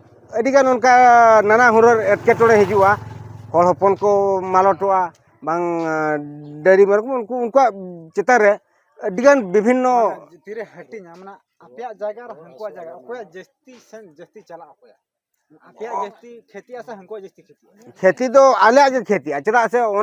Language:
Santali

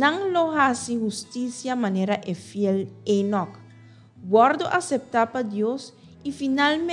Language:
Papiamento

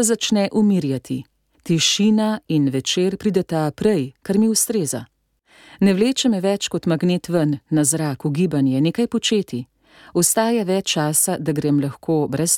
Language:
Slovenian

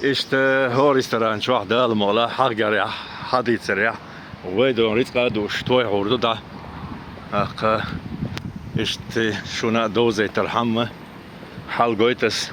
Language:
Chechen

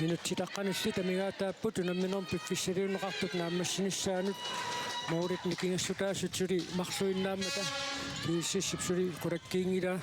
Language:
Kalaallisut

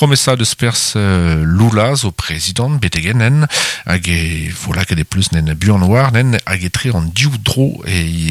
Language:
Breton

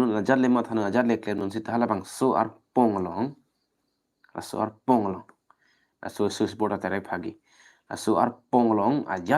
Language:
Karbi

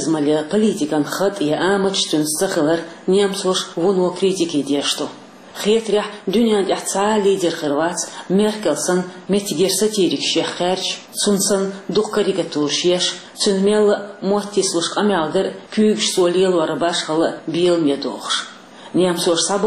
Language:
Chechen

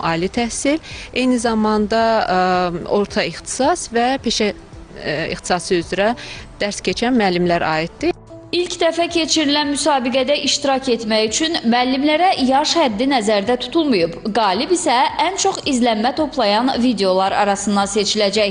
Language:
Azerbaijani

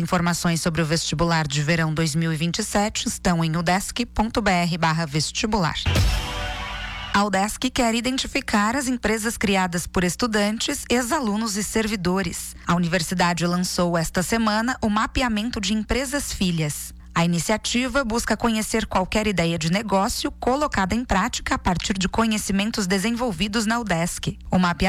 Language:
Portuguese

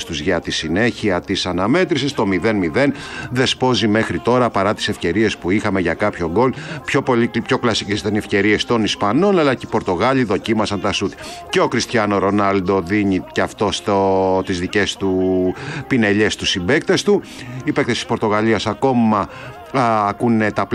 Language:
Greek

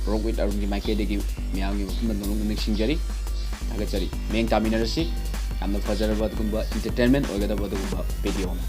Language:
Manipuri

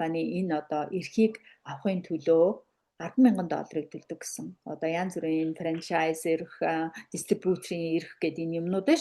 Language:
Mongolian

